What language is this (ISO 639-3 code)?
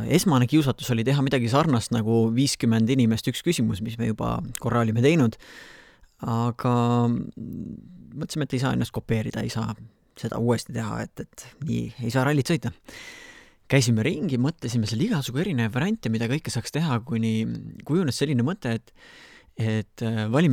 est